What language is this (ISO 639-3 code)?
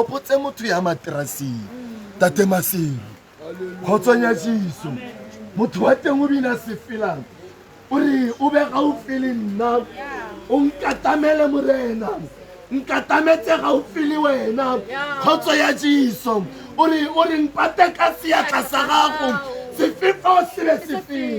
tsn